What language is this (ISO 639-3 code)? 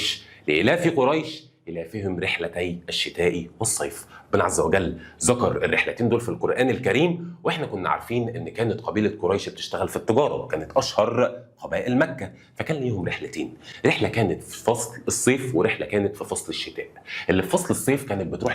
arz